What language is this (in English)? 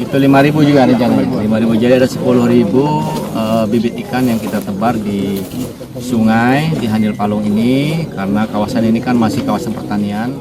Banjar